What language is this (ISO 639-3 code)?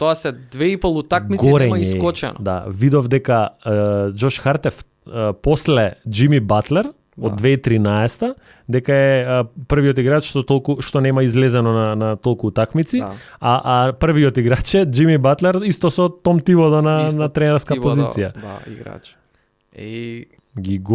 mkd